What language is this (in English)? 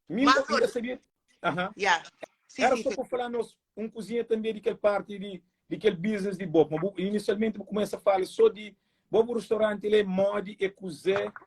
Kabuverdianu